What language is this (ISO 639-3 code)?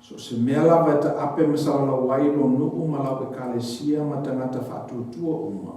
smo